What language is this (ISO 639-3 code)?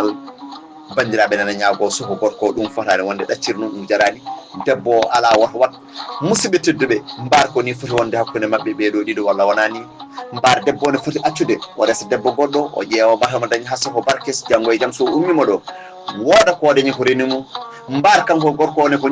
ful